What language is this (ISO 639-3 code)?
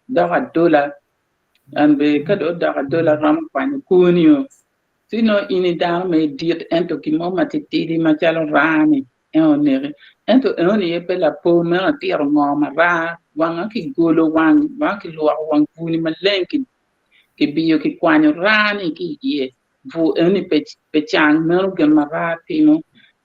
ach